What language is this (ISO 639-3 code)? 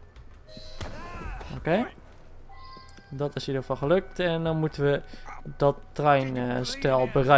nld